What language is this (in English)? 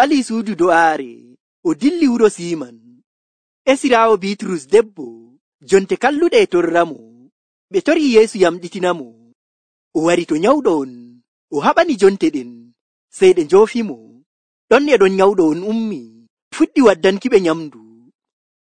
Nigerian Fulfulde